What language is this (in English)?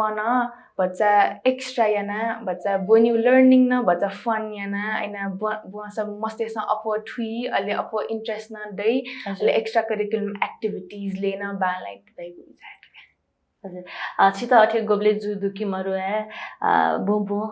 Newari